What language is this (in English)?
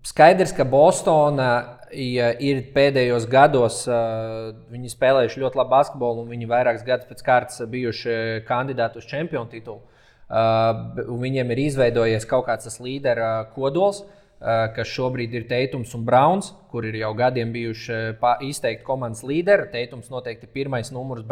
Latvian